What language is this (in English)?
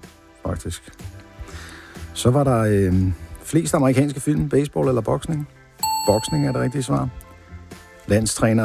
Danish